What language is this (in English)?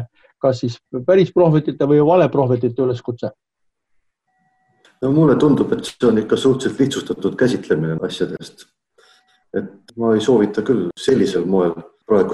Estonian